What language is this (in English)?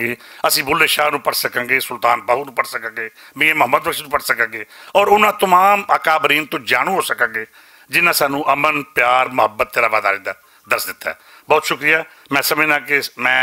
Western Panjabi